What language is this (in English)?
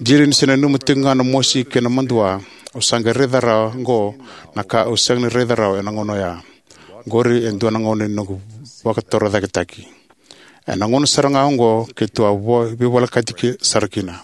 Fijian